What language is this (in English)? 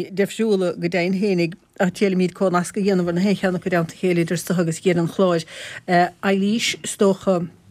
Irish